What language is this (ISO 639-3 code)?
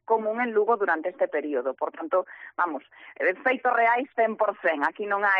glg